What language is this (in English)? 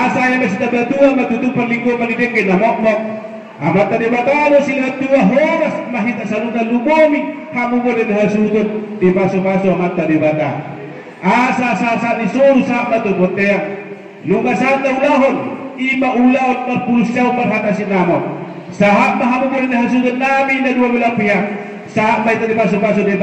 Batak Toba